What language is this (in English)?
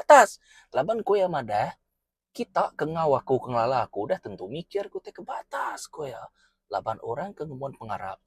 Iban